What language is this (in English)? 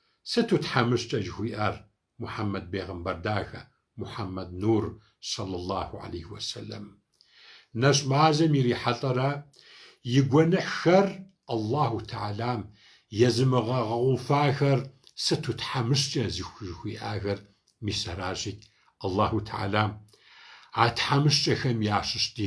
Kabardian